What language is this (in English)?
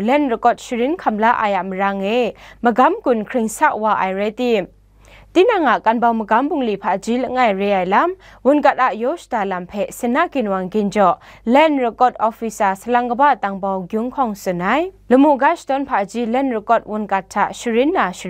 Kachin